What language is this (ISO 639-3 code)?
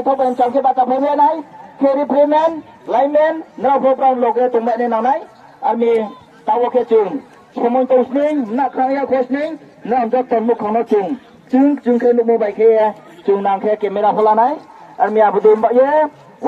ria